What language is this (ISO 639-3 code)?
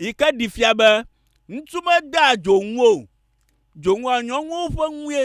ewe